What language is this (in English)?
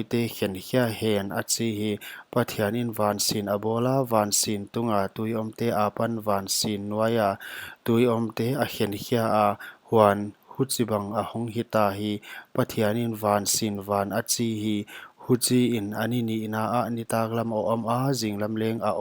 Paite Chin